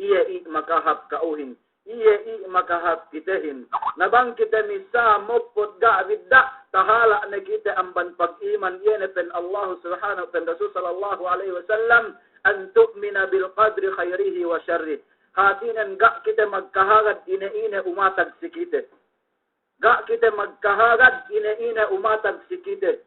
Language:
Yakan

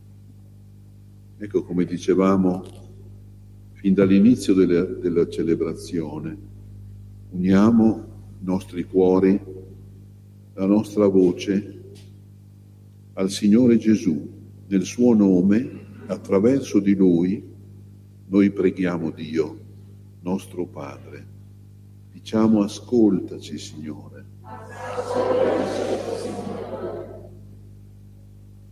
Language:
Italian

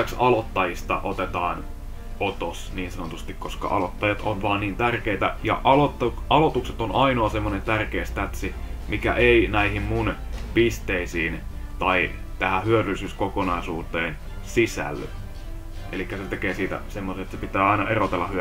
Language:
Finnish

